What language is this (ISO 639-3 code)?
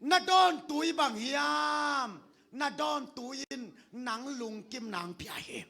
ctd